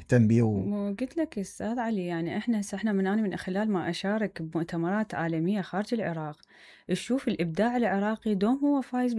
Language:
Mesopotamian Arabic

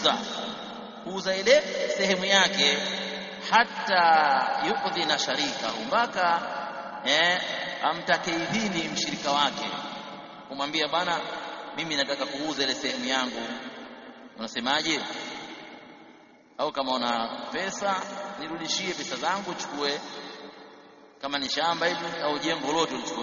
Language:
Swahili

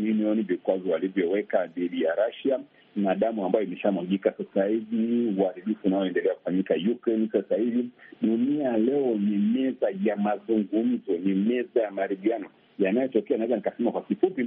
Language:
Swahili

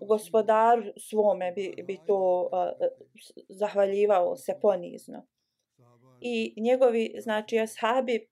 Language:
Bosnian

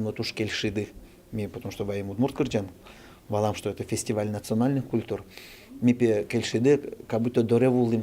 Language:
Udmurt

